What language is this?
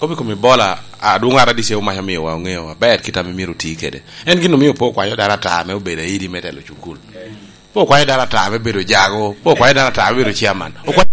Lango (Uganda)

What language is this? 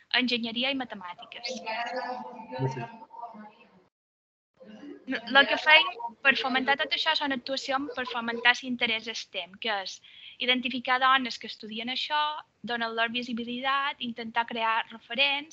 Catalan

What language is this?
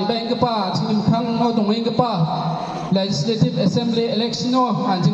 Garo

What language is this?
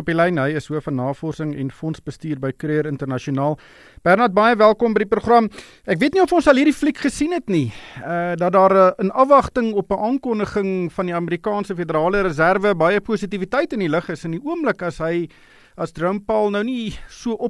Afrikaans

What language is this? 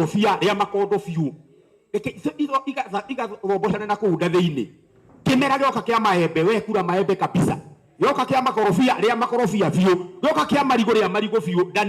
Kikuyu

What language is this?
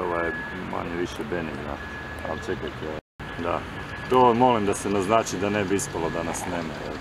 Croatian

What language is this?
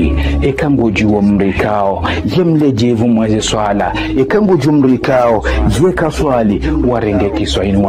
Ngazidja Comorian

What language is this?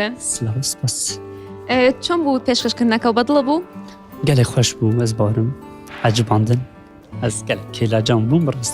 Kurdish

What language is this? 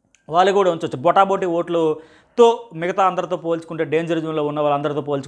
Telugu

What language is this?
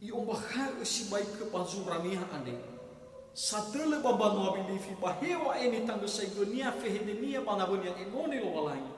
Nias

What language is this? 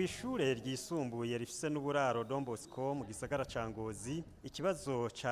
Rundi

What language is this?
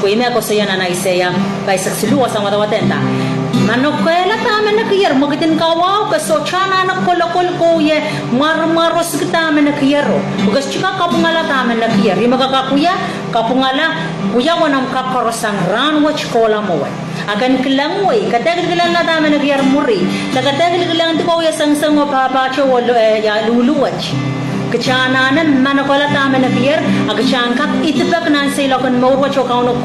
Pohnpeian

